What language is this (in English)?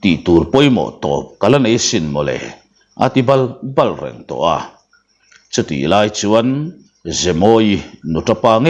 Mizo